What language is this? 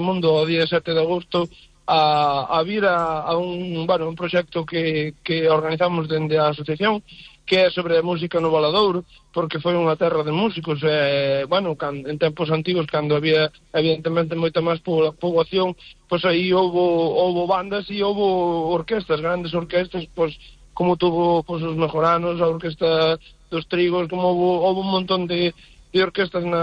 Galician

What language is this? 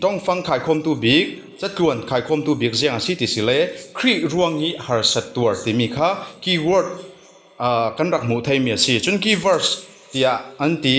Falam Chin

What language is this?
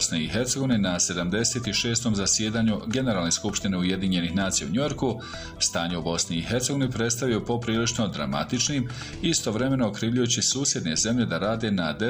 Bosnian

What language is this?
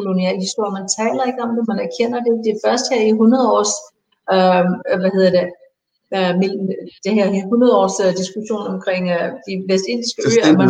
Danish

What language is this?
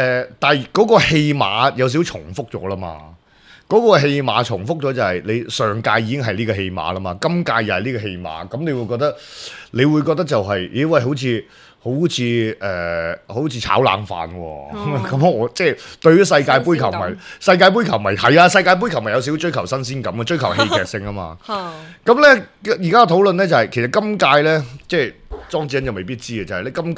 Cantonese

